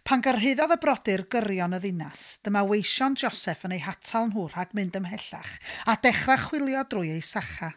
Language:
Welsh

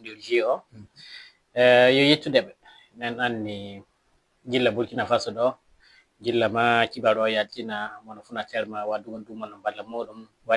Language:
Fula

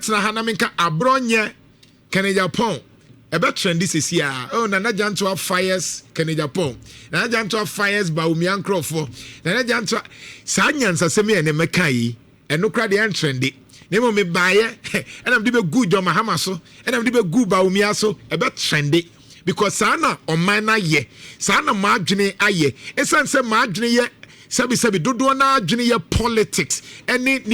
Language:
Akan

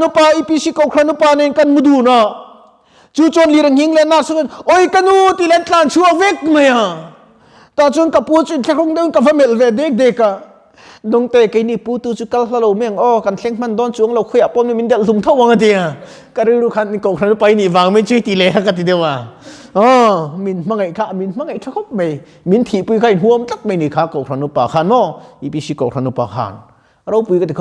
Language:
Mizo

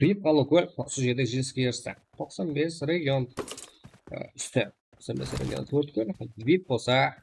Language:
Kara-Kalpak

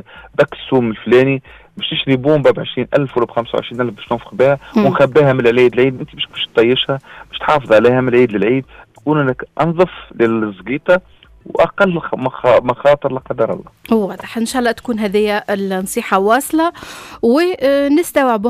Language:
Tunisian Arabic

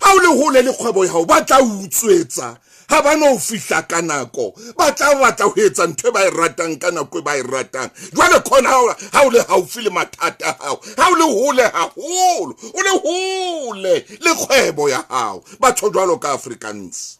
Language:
Southern Sotho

